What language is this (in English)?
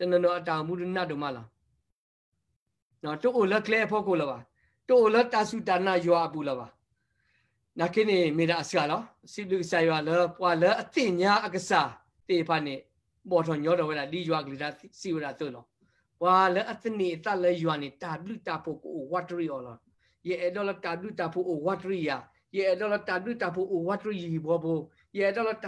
S'gaw Karen